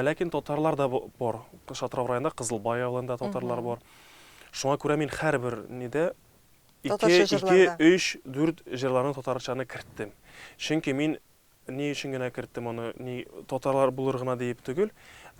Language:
Tatar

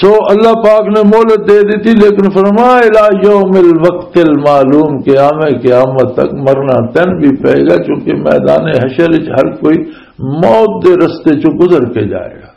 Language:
Western Panjabi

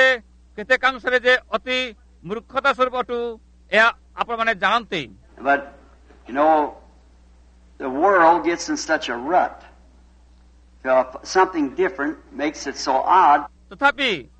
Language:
Odia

